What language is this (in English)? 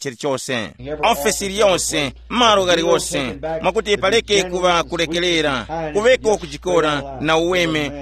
Tumbuka